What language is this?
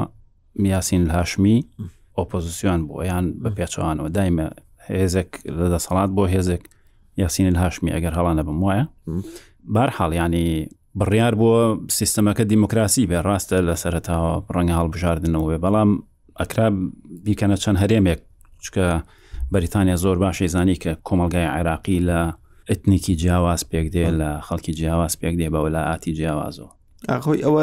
Central Kurdish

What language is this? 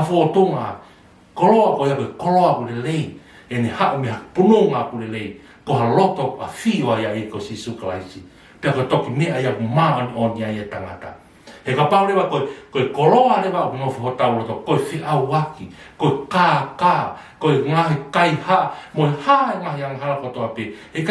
Tongan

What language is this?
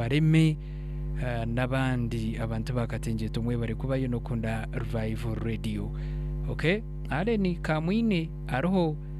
Nyankole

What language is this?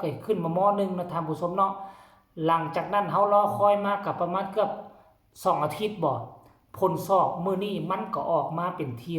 Northeastern Thai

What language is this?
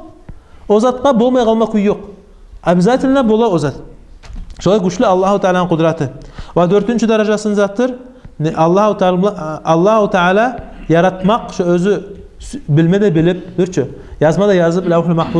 Kumyk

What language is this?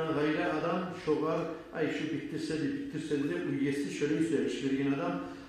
Kumyk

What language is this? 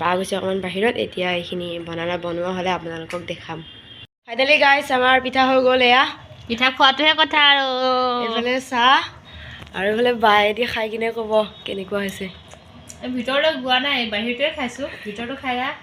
Assamese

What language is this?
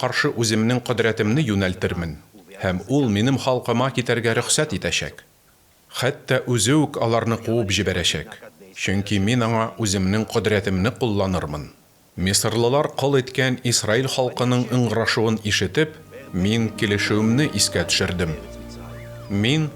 Tatar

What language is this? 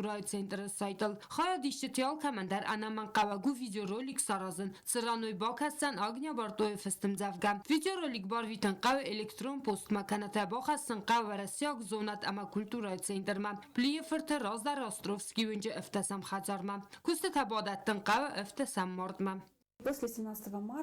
Ossetic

